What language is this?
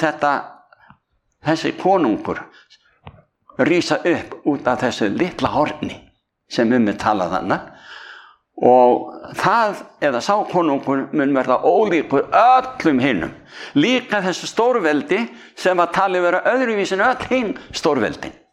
Icelandic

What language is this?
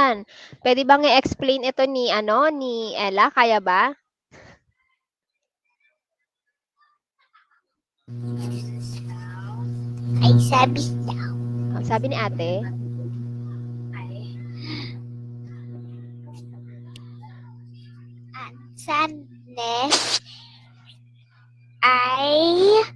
Filipino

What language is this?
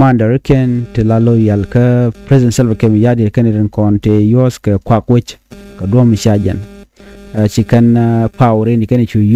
Nuer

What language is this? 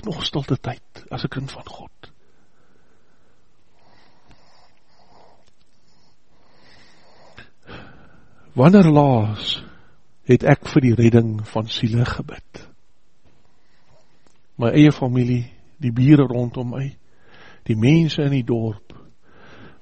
Afrikaans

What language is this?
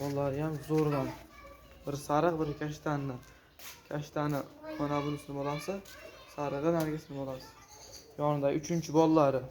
Uzbek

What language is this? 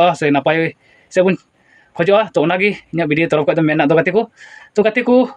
Santali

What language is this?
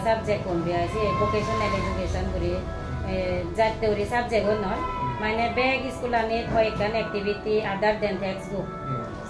Chakma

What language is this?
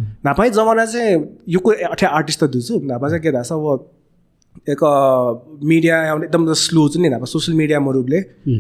Newari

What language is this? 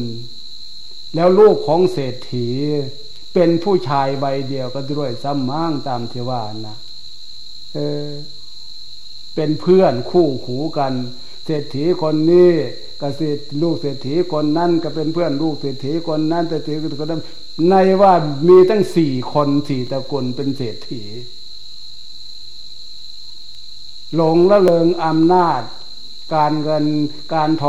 Thai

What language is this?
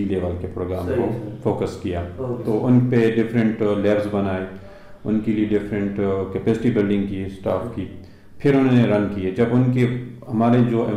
Urdu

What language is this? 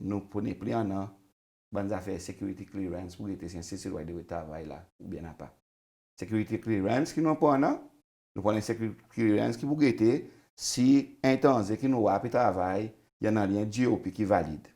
Seselwa Creole French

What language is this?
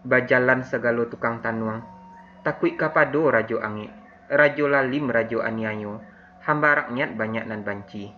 Minangkabau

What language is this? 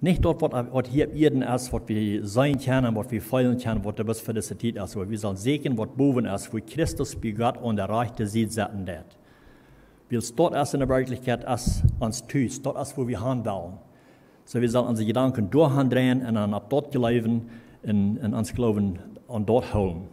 Plautdietsch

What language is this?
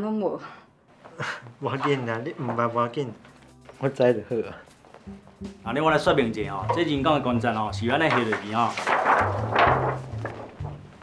Min Nan Chinese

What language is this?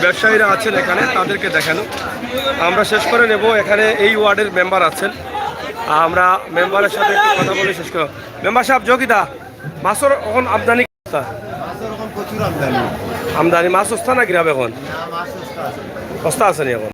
Sylheti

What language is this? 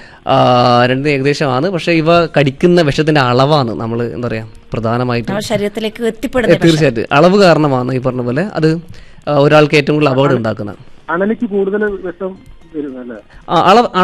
Malayalam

